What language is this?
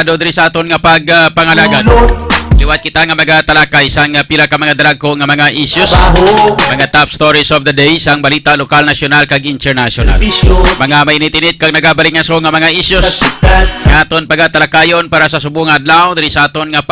Hiligaynon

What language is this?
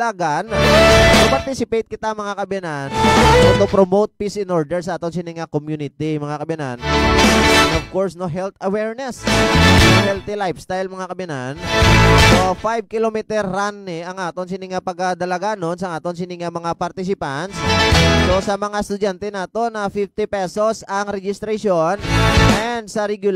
Hiligaynon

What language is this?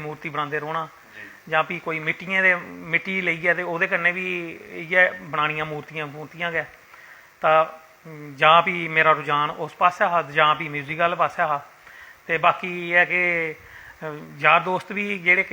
Dogri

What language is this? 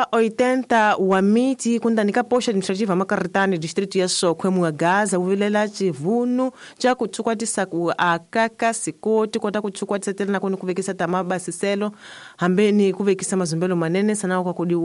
Tsonga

